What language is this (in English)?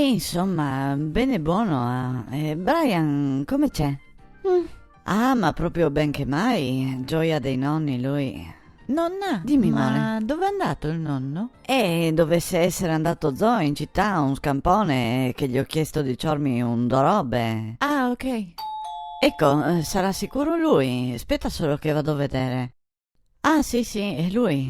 Venetian